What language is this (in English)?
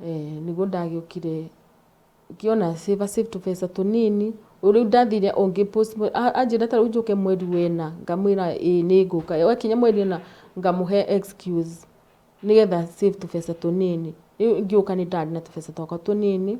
Kikuyu